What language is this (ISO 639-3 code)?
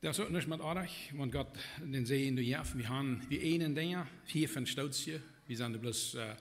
pdt